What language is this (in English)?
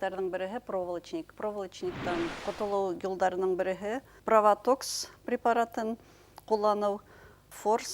Bashkir